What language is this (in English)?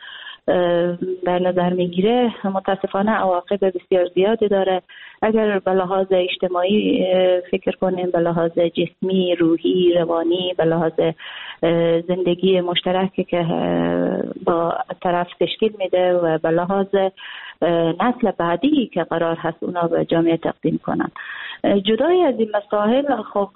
Persian